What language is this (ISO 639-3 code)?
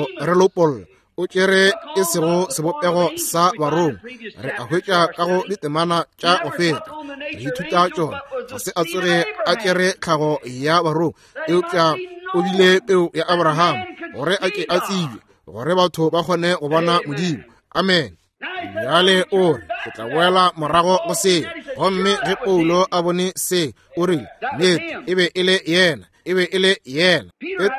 nso